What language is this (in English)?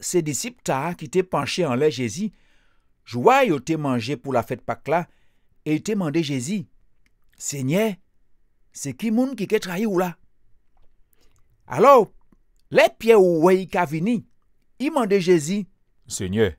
Guadeloupean Creole French